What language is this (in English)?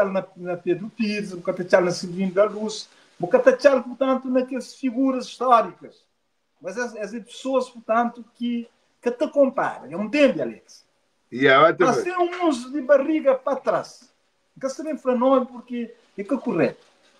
Kabuverdianu